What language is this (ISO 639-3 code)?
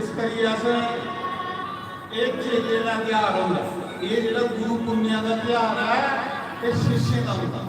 doi